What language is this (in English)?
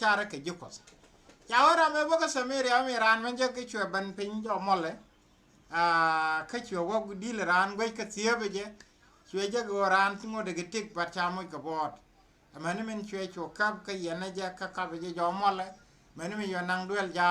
Nuer